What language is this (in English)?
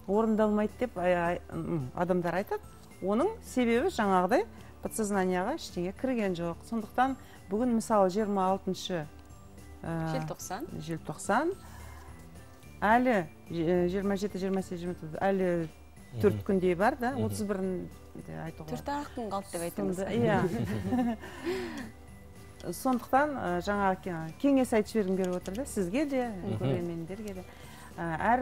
Kazakh